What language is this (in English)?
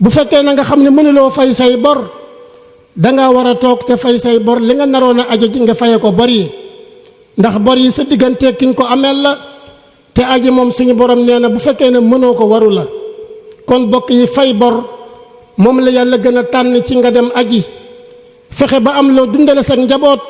Wolof